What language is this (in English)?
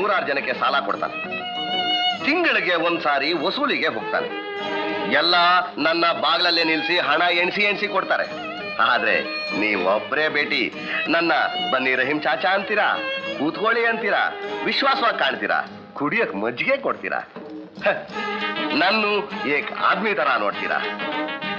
Kannada